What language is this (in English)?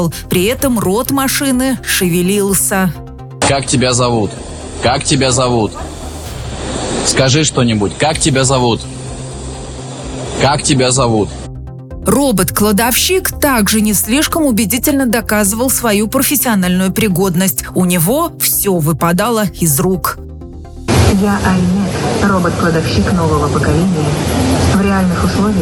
Russian